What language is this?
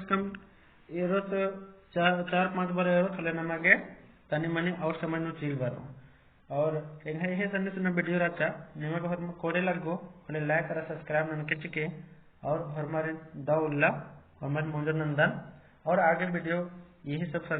Kurukh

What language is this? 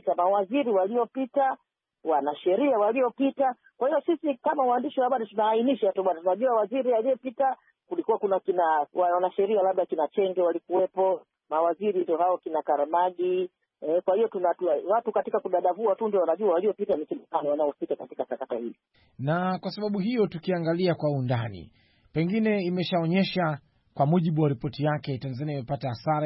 Swahili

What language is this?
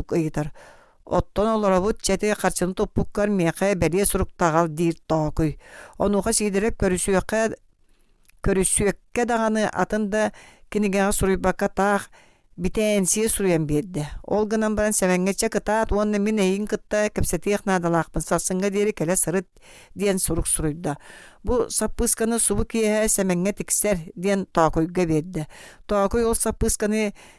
Yakut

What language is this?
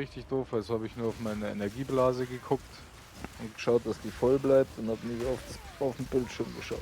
Bavarian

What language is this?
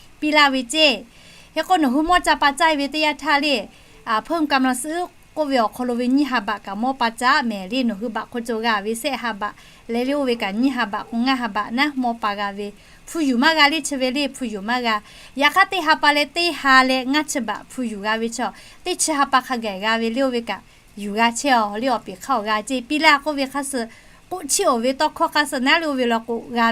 Lahu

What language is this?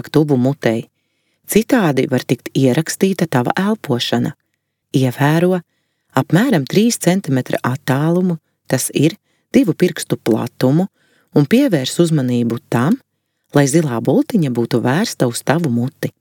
Latvian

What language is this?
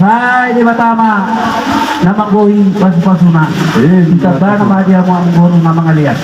Batak Toba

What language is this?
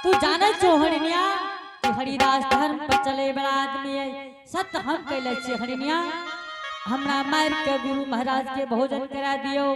Angika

